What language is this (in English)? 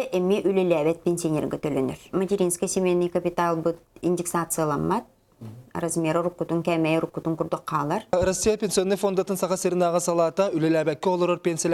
Yakut